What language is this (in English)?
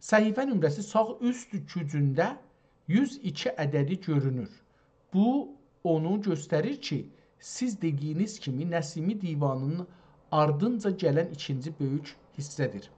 South Azerbaijani